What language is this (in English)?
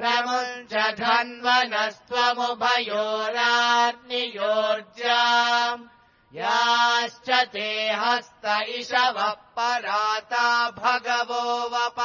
Sanskrit